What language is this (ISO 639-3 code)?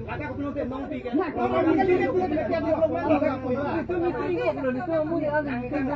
mjw